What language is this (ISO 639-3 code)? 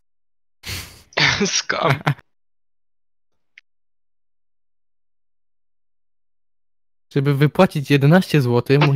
pol